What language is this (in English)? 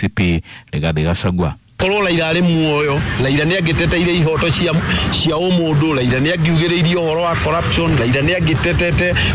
Kikuyu